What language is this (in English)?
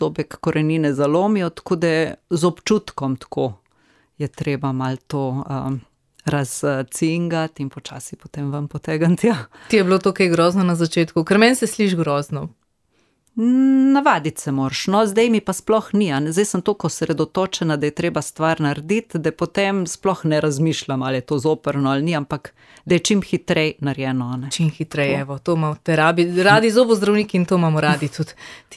Slovenian